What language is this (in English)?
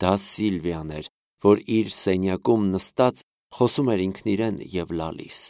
Armenian